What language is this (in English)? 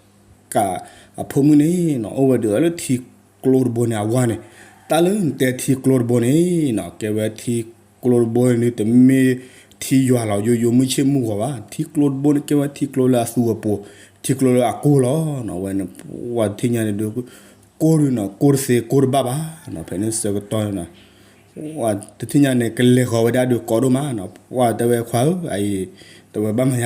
S'gaw Karen